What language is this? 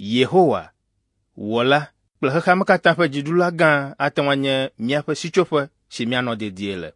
Ewe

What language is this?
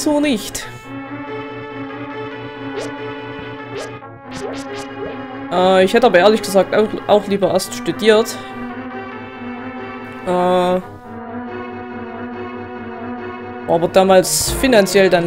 German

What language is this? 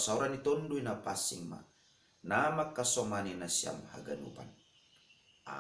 Batak Simalungun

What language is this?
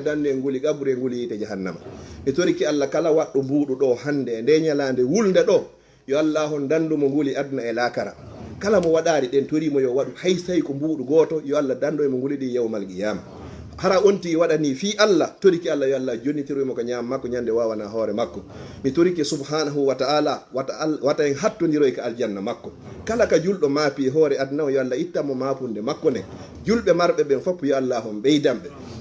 Fula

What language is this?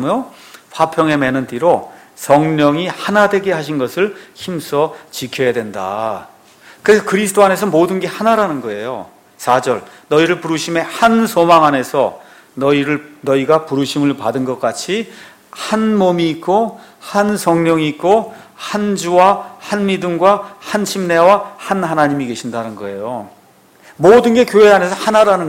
Korean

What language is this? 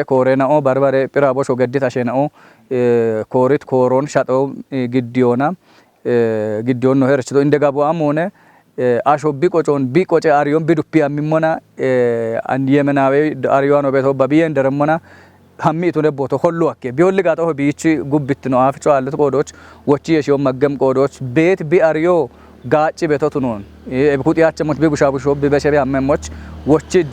Kafa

